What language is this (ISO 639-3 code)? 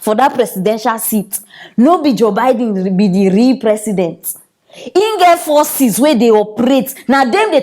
pcm